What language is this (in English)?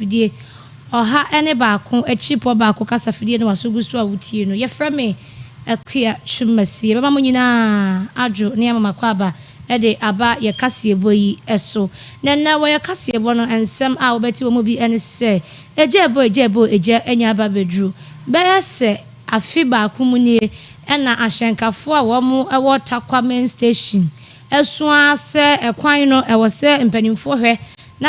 Akan